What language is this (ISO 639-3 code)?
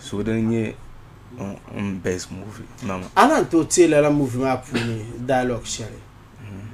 dag